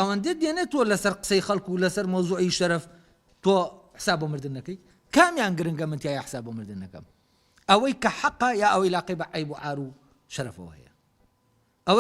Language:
Central Kurdish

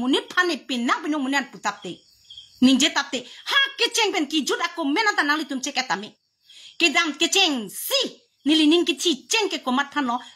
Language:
Karbi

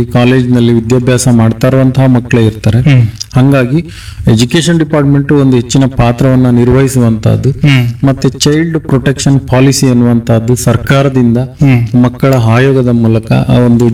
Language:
Kannada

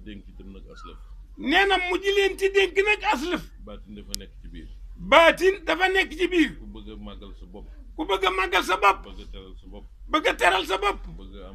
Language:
Wolof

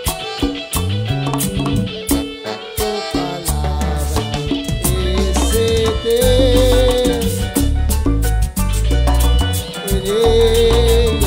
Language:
Spanish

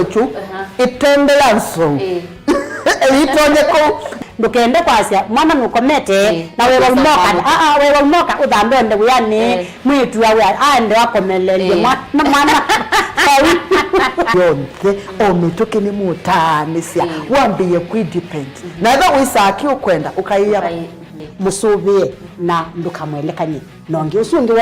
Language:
Kamba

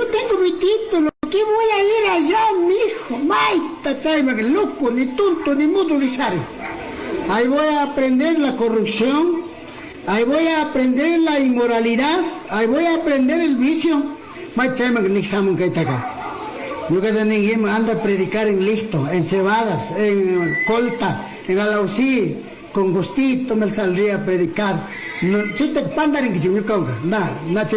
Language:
Chimborazo Highland Quichua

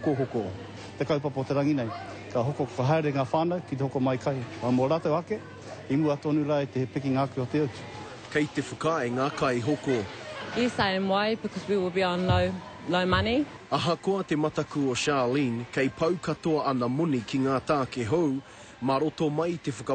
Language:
Māori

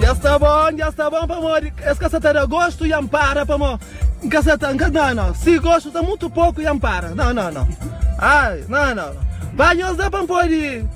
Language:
Kabuverdianu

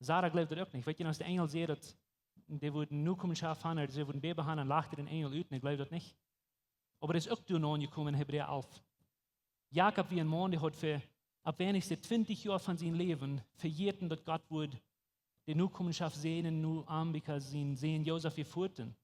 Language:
Plautdietsch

